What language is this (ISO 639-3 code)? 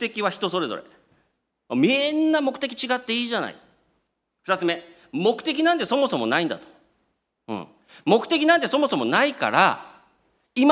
jpn